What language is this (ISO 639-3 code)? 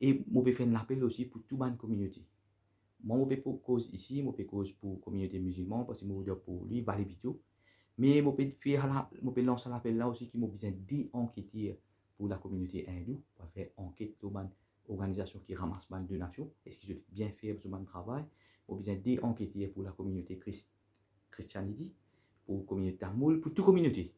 mfe